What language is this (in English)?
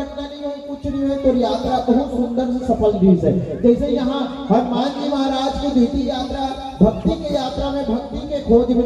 Chhattisgarhi